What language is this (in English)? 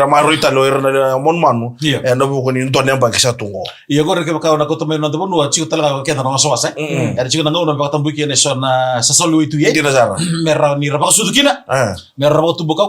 Fijian